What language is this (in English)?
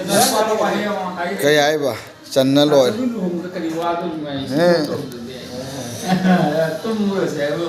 Manipuri